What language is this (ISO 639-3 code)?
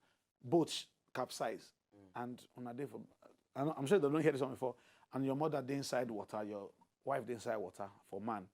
pcm